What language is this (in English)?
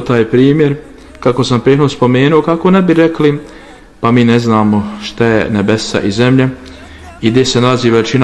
Bosnian